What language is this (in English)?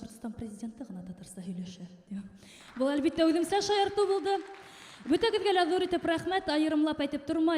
Bashkir